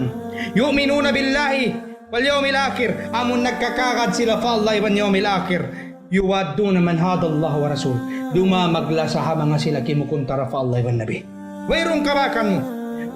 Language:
Tausug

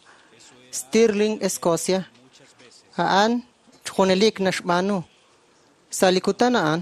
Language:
Kekchí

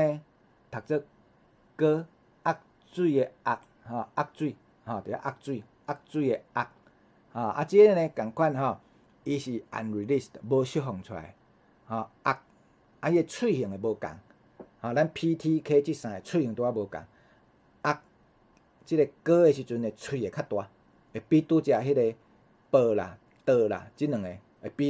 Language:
Min Nan Chinese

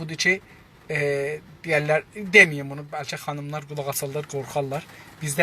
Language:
South Azerbaijani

